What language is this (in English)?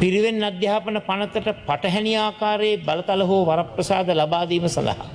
Sinhala